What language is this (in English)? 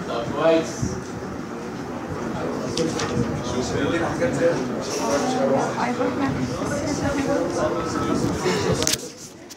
Egyptian Arabic